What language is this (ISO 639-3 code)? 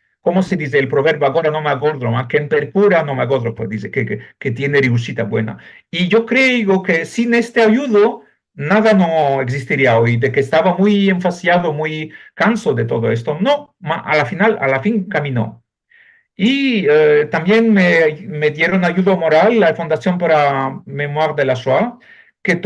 lad